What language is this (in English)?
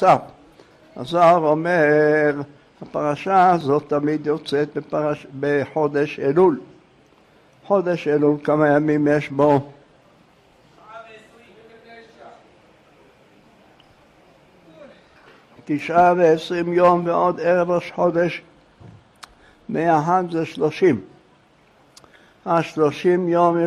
Hebrew